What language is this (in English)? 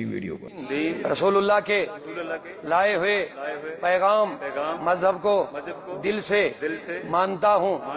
Kashmiri